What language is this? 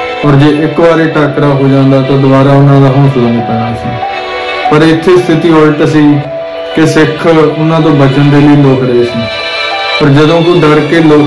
Punjabi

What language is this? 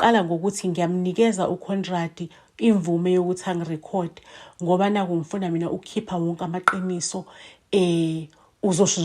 Zulu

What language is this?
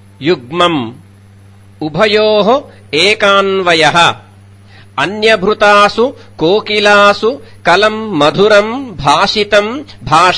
Sanskrit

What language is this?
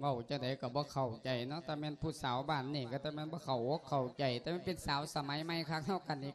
Lao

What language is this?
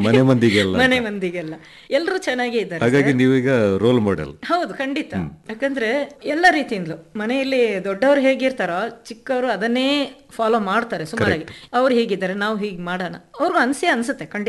Kannada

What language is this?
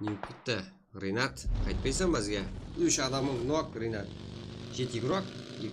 Kara-Kalpak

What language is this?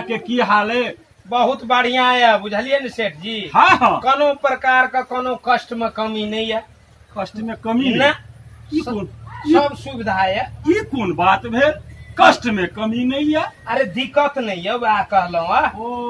Maithili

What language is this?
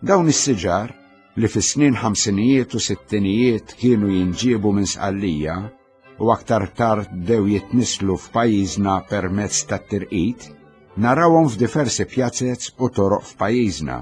Maltese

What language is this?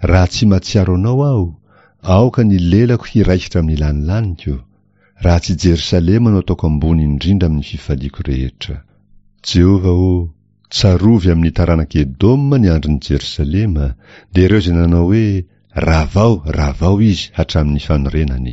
Malagasy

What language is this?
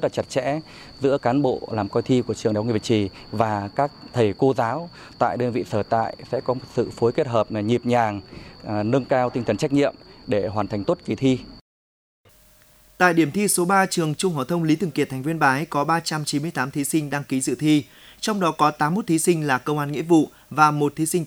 Vietnamese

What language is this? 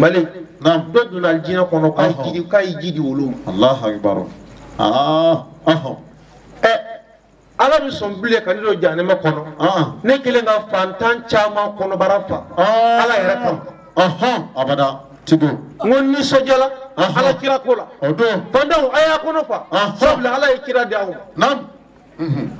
Bambara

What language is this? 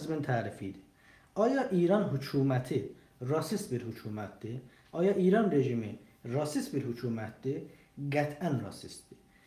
South Azerbaijani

